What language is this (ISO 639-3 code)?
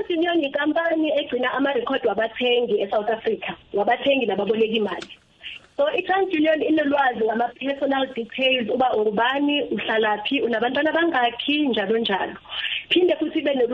nbl